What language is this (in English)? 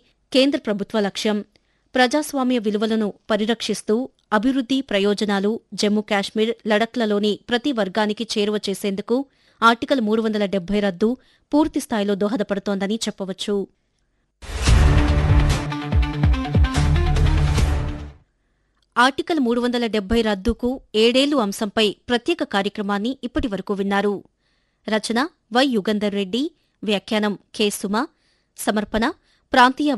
Telugu